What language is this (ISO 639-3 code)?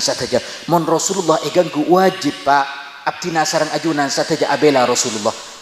mad